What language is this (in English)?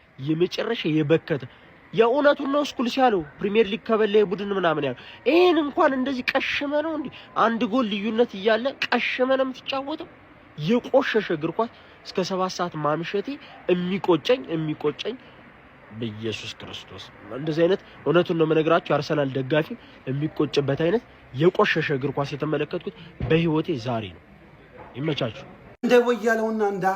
Amharic